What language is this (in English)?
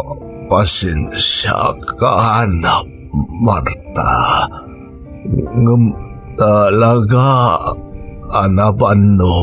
Iloko